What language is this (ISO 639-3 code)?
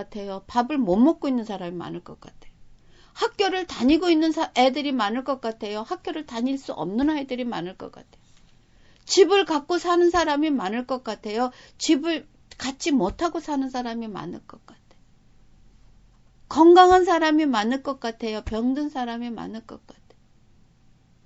kor